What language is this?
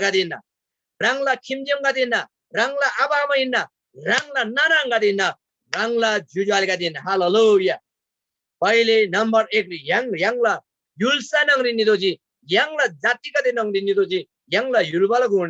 Eastern Tamang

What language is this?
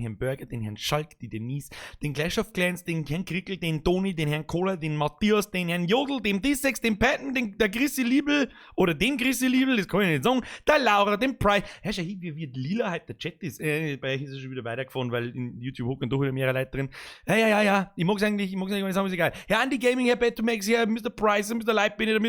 Bavarian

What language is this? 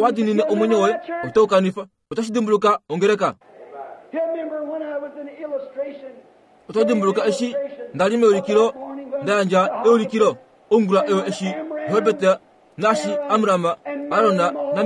Kuanyama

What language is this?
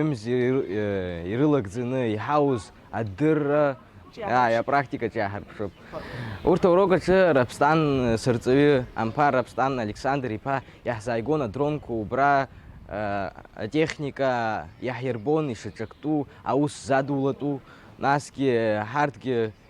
Abkhazian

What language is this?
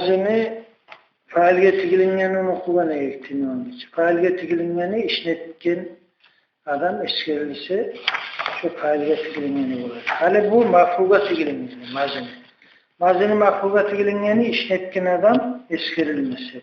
Kumyk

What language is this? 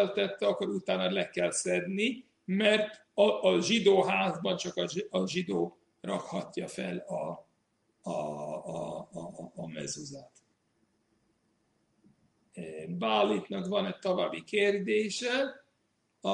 Hungarian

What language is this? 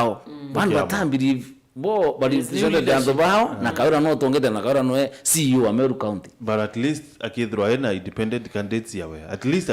Meru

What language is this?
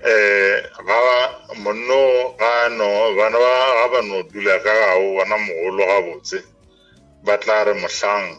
Northern Sotho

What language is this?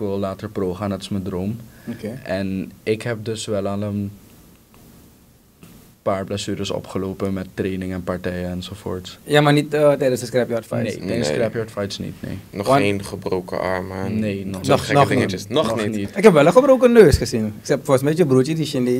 Dutch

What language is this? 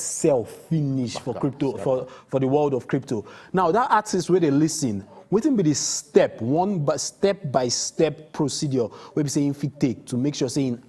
Nigerian Pidgin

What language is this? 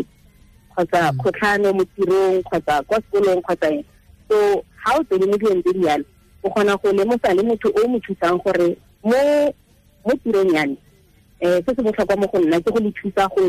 Tswana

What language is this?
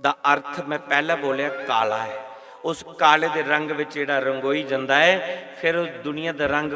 Dogri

